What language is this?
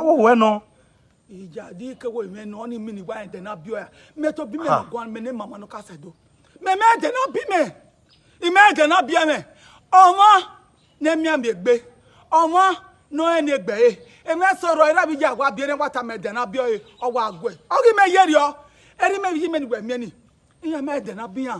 Bini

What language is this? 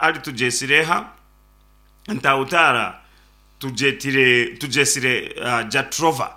Nyankole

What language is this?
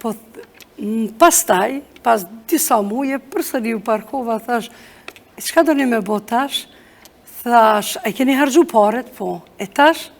Albanian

